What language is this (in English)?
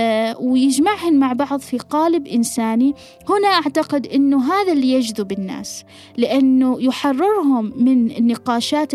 Gulf Arabic